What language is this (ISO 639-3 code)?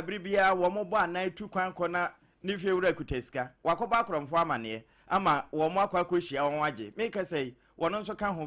aka